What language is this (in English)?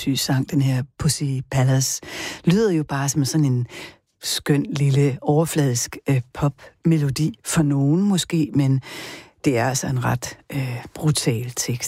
Danish